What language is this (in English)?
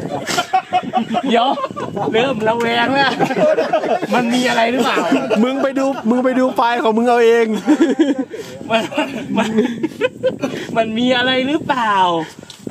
Thai